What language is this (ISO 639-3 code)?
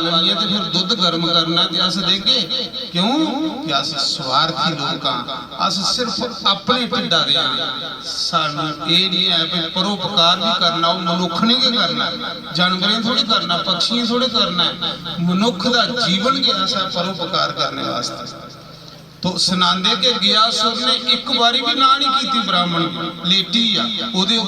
doi